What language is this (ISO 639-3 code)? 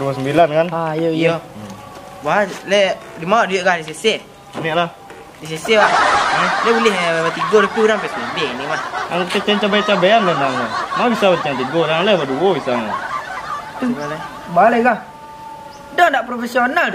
min